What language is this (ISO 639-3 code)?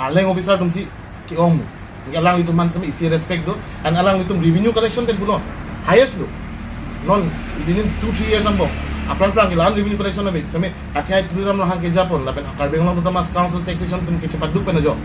mjw